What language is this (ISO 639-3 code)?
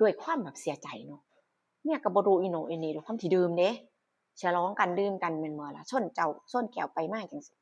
tts